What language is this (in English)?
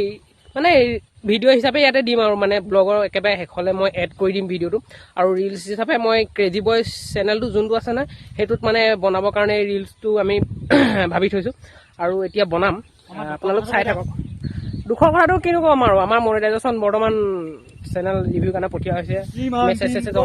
Assamese